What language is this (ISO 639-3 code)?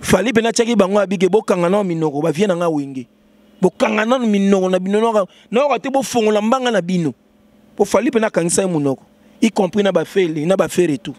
lin